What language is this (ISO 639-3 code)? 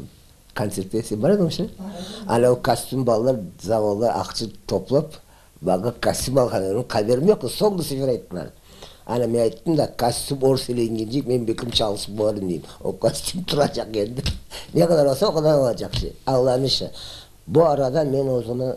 crh